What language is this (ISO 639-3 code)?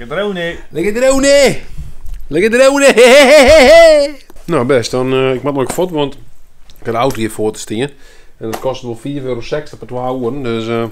fry